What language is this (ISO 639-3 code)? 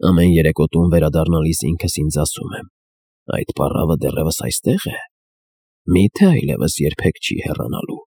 hye